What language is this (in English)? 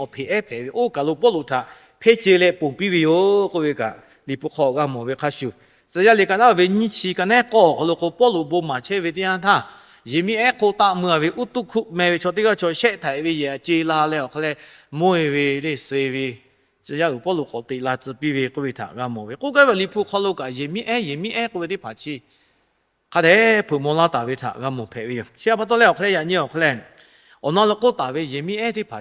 Lahu